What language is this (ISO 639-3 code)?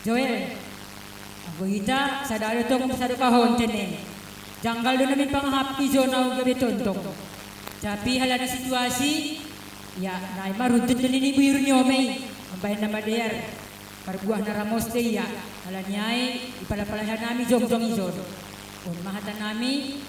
bts